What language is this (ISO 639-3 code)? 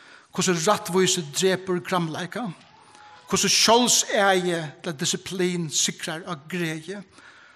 fao